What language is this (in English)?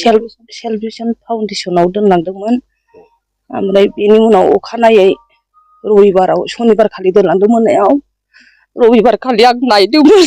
Bodo